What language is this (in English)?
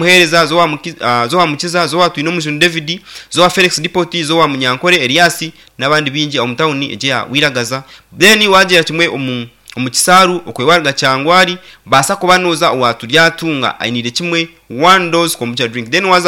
Nyankole